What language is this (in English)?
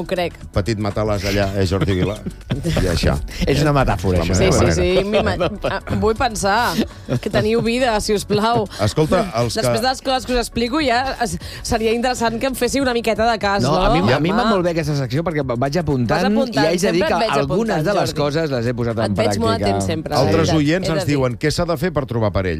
Catalan